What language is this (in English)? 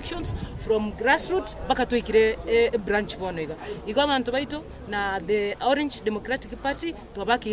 Gusii